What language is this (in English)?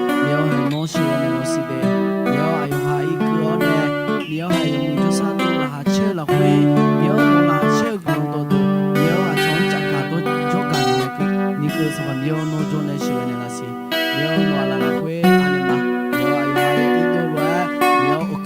Akha